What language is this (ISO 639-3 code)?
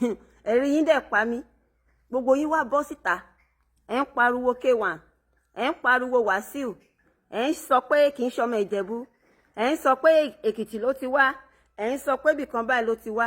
yor